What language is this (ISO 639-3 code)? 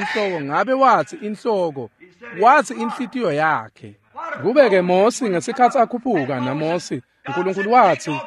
ssw